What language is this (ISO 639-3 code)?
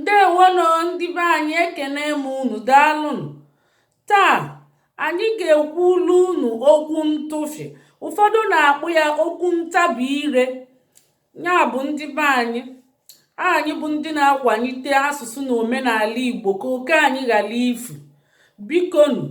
ibo